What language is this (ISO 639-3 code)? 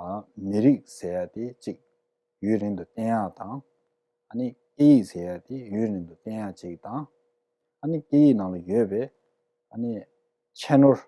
bod